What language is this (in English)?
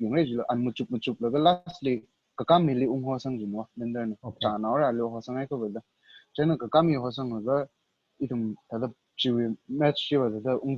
Tangkhul Naga (India)